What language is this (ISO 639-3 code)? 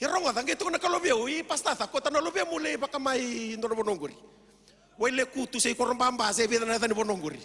fij